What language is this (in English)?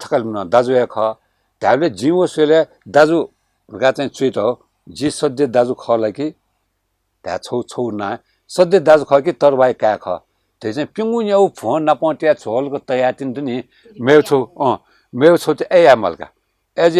Newari